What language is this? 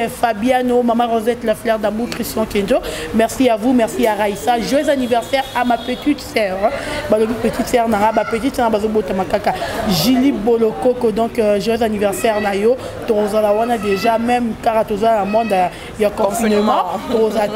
Lingala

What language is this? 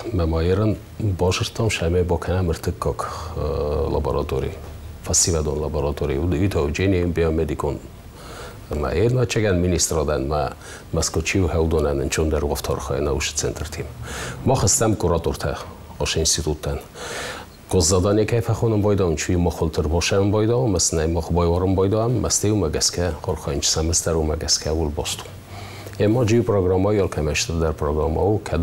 Ossetic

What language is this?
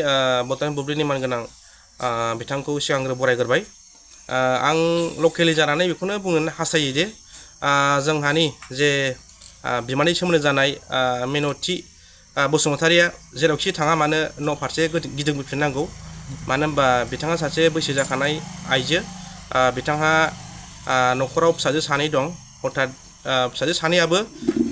Bodo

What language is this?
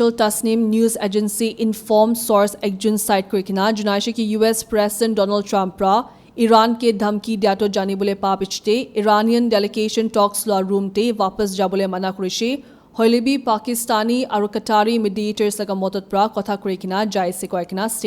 Naga Pidgin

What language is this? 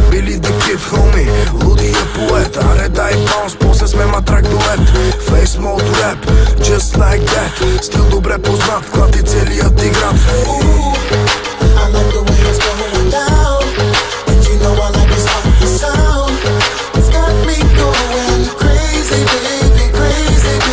Bulgarian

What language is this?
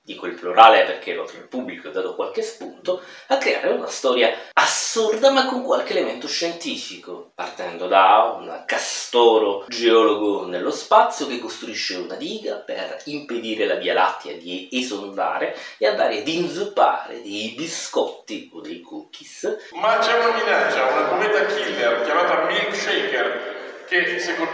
Italian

